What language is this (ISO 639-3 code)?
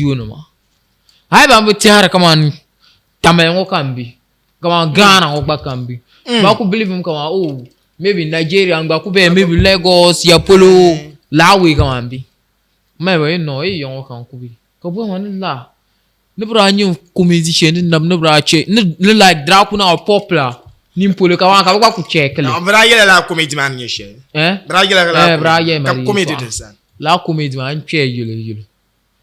dag